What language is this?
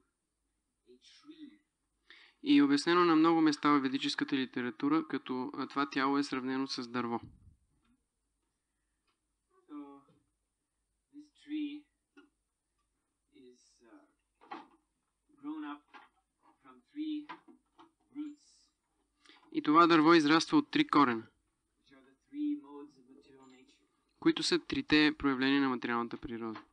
Bulgarian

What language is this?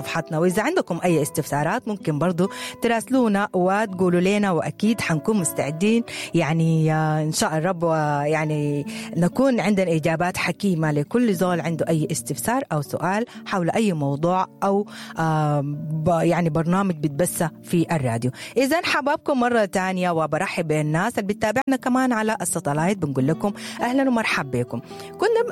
Sudanese Arabic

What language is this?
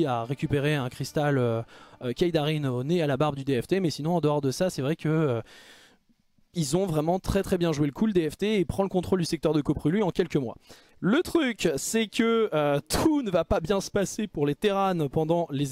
French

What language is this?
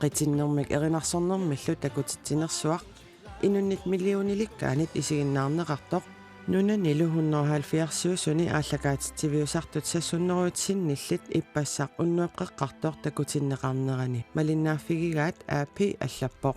Kalaallisut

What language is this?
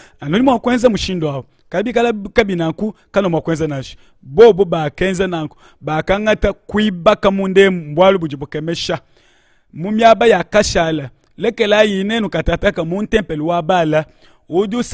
Luba-Lulua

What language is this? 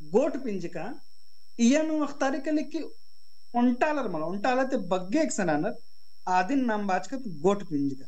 Kurukh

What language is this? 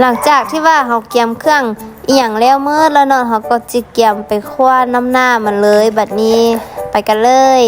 Lao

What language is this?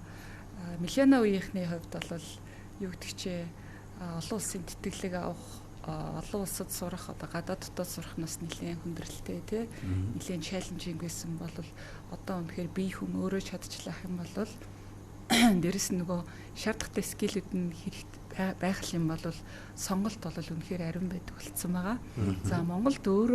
Mongolian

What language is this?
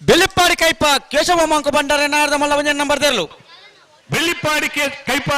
Tulu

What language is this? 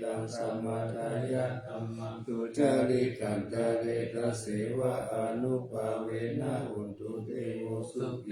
Pali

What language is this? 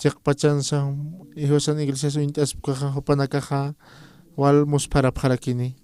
Aymara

